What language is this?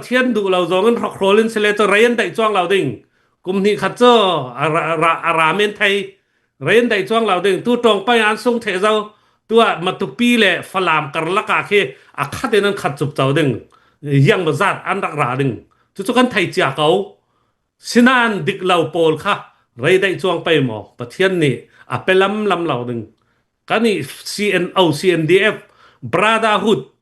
Hakha Chin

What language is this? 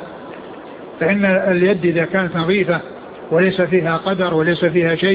Arabic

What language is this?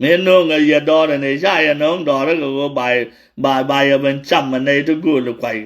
Nuer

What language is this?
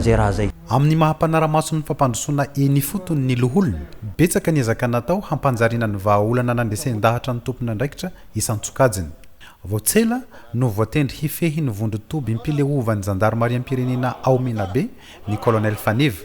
Malagasy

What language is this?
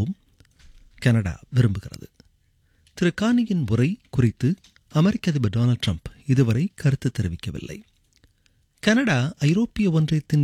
Tamil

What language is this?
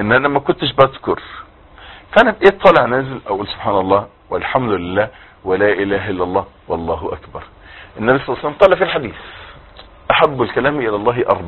Egyptian Arabic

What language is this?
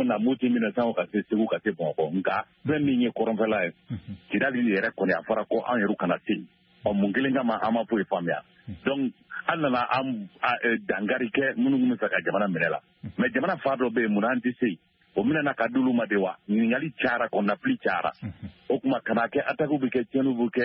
Bambara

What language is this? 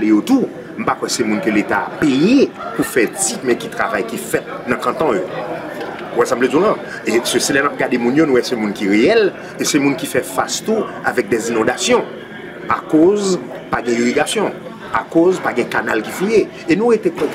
Haitian Creole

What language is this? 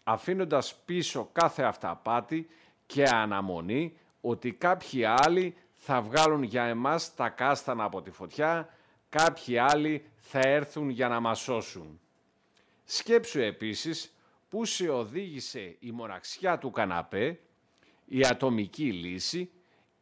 Greek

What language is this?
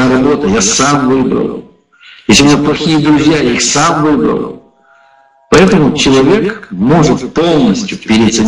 Russian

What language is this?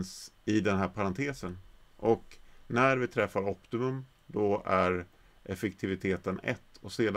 Swedish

